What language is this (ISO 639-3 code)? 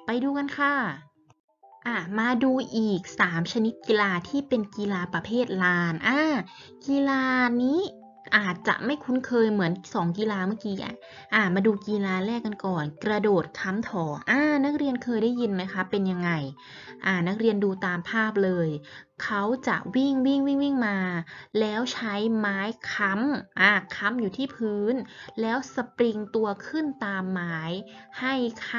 tha